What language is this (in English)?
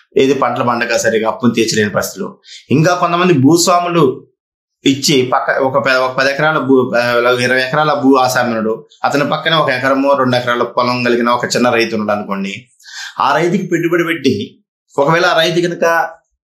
Telugu